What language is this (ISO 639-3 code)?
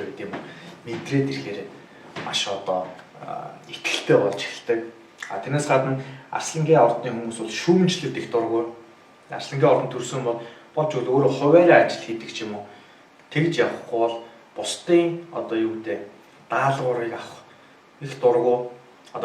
mon